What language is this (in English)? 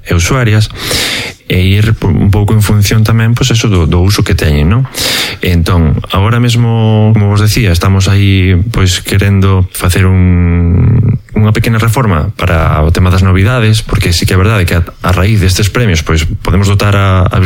Galician